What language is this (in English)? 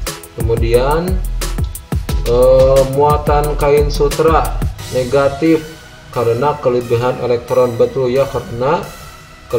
Indonesian